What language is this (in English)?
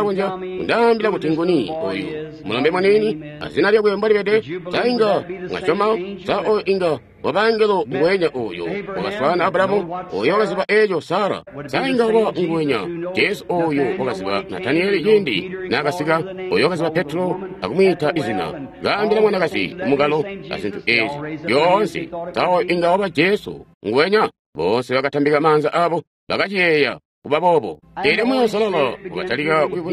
Tonga (Zambia)